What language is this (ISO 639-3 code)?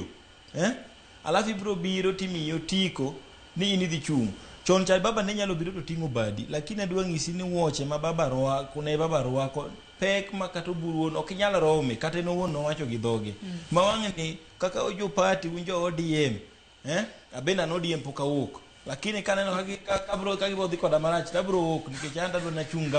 luo